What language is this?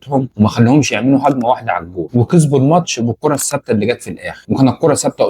Egyptian Arabic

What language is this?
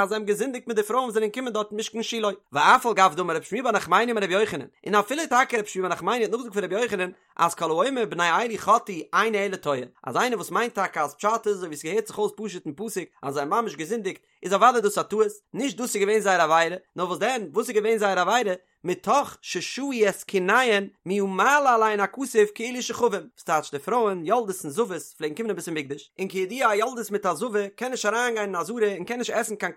Yiddish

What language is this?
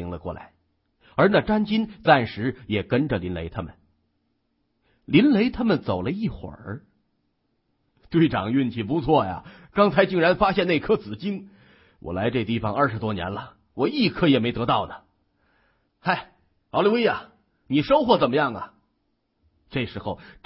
Chinese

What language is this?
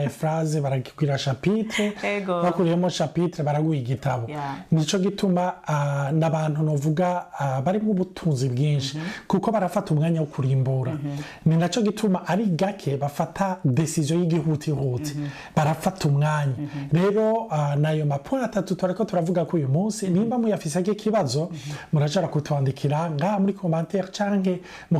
Rundi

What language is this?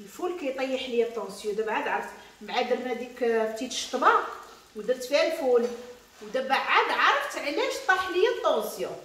Moroccan Arabic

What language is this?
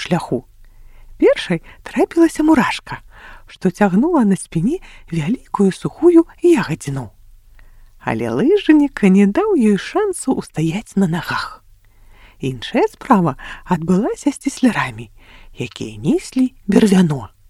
Belarusian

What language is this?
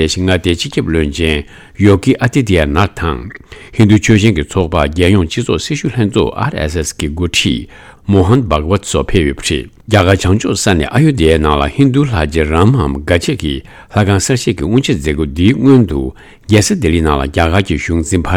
Tibetan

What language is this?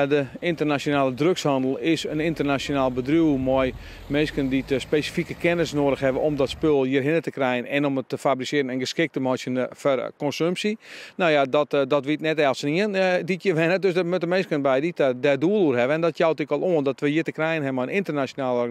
Western Frisian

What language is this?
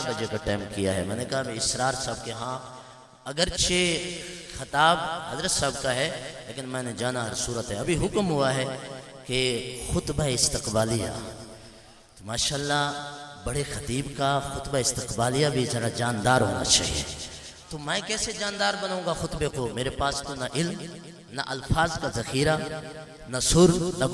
Urdu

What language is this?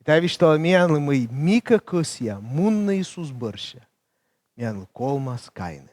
Komi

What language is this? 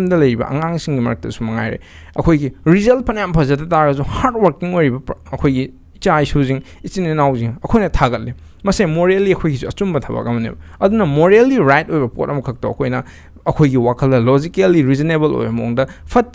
Manipuri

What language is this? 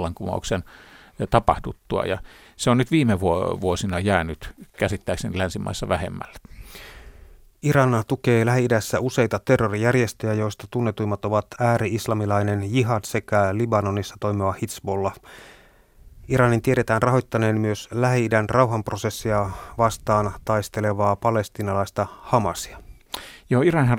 Finnish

